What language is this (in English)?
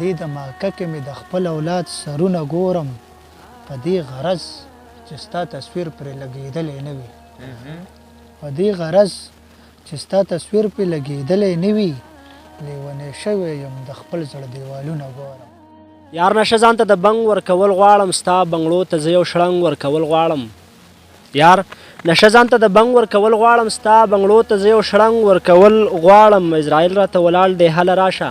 Pashto